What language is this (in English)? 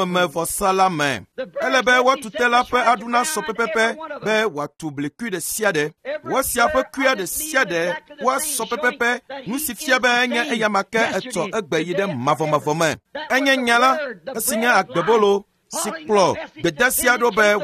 Ewe